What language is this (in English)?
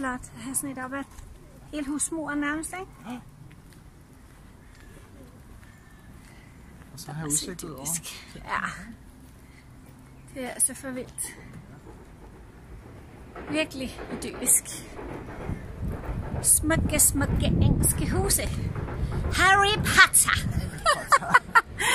Danish